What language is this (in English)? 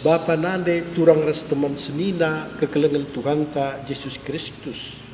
Batak Karo